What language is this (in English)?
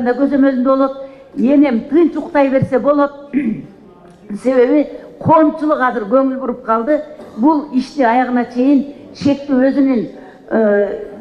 Kyrgyz